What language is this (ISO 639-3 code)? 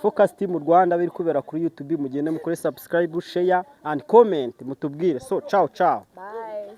kin